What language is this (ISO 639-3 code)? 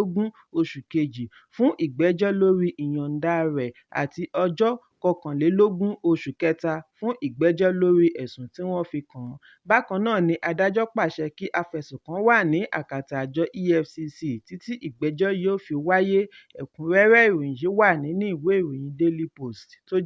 yor